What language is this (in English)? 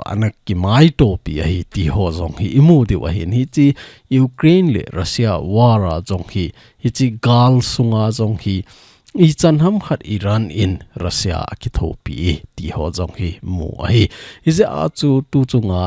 Thado Chin